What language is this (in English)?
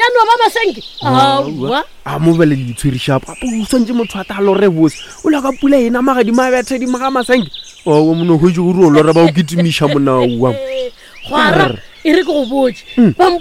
Northern Sotho